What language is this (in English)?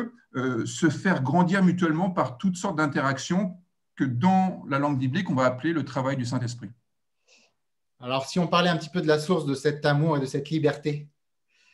French